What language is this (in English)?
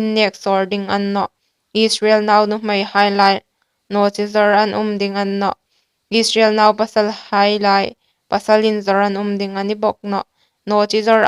Hmar